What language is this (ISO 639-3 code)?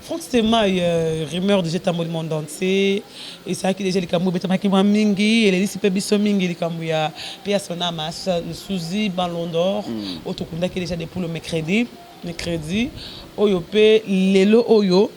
lin